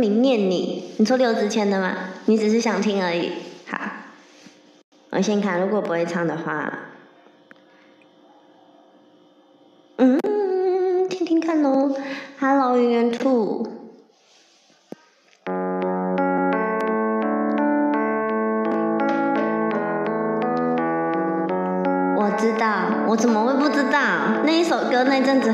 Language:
Chinese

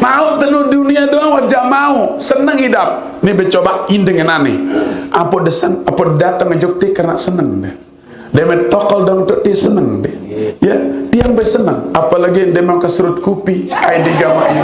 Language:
Sasak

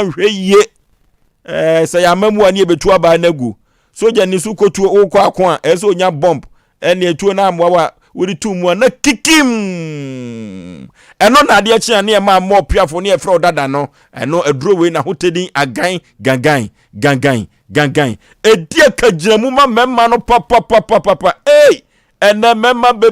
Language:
Akan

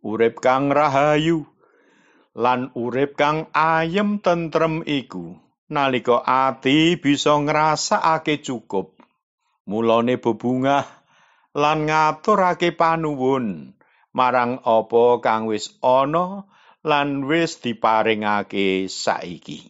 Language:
Javanese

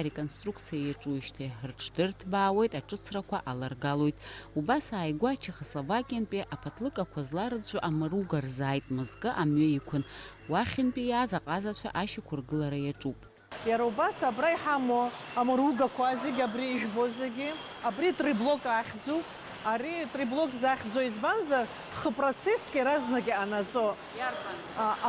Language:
Abkhazian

